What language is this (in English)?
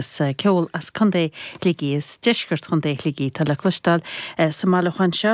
Irish